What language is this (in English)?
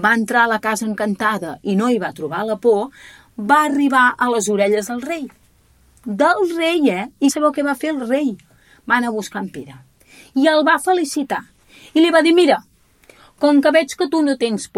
Catalan